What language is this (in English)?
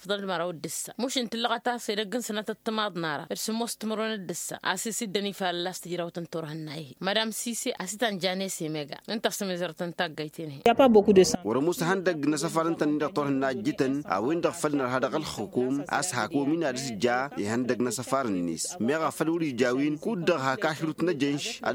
Tamasheq